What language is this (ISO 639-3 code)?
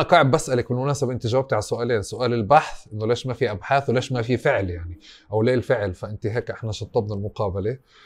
apc